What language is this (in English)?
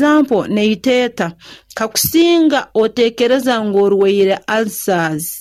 Nyoro